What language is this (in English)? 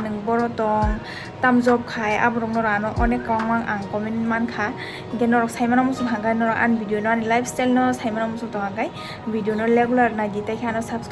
Kok Borok